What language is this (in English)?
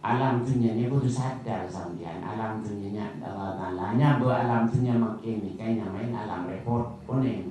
Madurese